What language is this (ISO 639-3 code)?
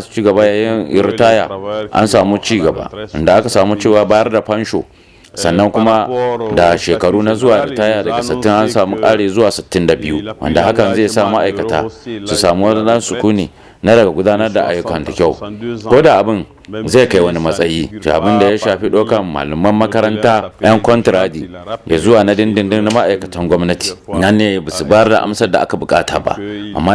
hau